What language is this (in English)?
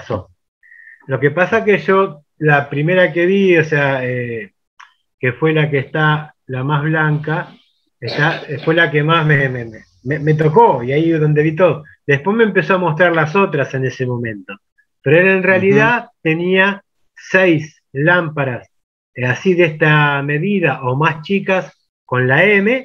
Spanish